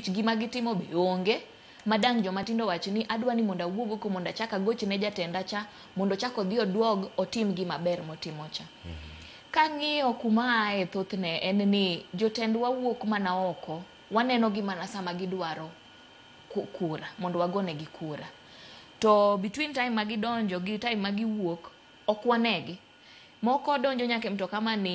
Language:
Luo (Kenya and Tanzania)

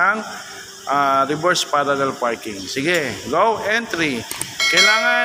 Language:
Filipino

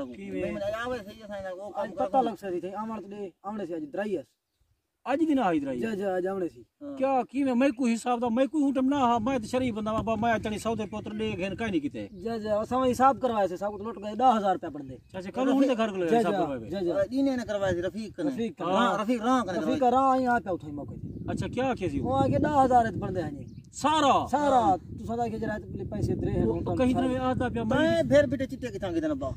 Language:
Saraiki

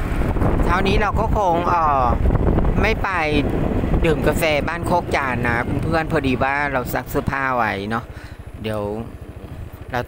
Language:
Thai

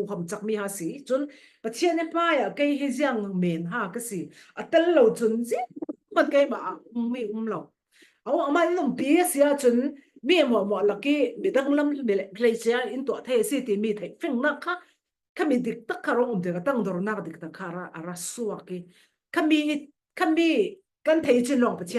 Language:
Falam Chin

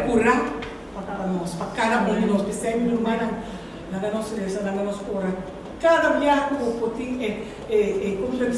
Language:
Papiamento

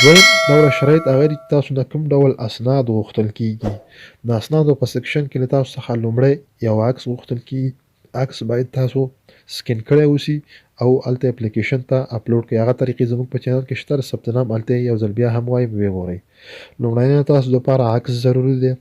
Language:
Pashto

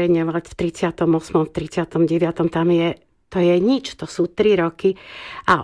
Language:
Slovak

